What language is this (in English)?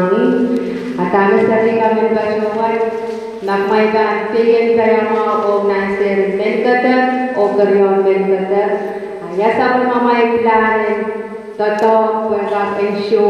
Pohnpeian